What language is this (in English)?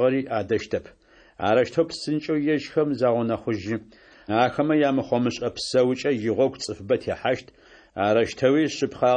Adyghe